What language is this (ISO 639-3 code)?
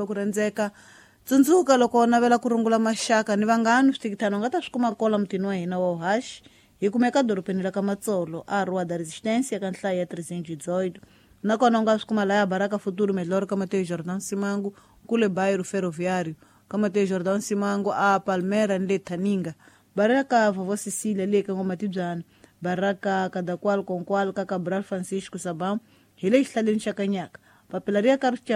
tso